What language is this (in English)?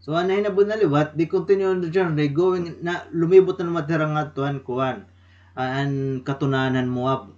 Waray